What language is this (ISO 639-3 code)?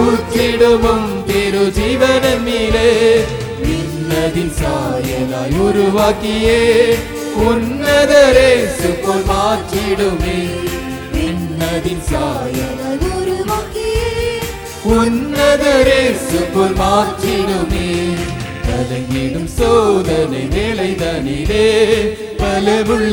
tam